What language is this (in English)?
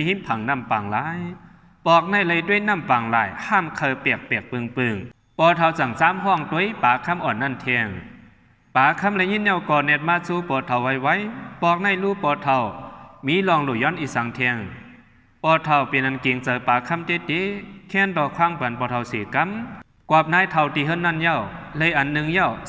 Shan